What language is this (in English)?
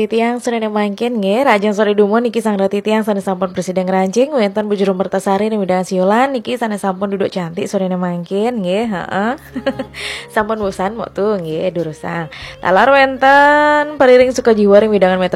Balinese